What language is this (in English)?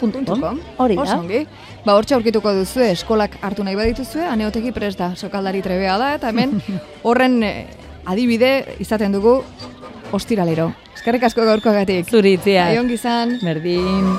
Basque